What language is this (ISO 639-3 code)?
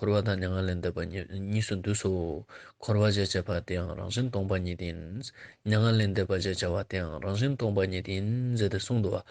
lbj